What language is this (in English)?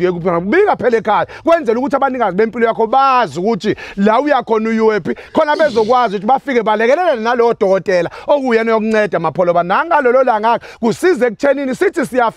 Zulu